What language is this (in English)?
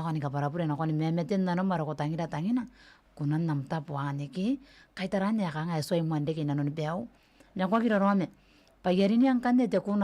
Gilbertese